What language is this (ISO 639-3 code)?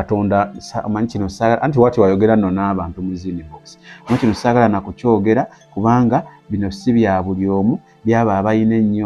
lug